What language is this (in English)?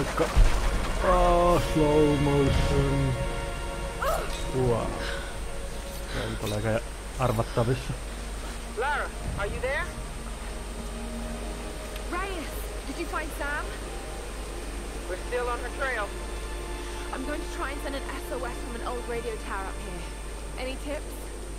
Finnish